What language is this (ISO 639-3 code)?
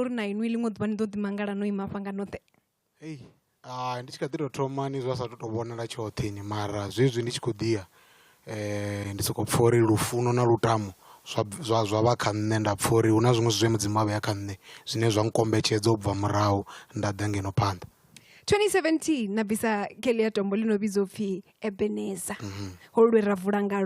ven